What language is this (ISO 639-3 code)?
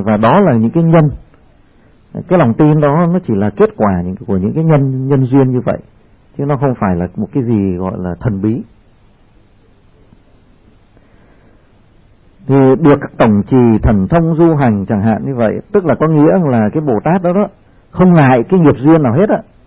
vie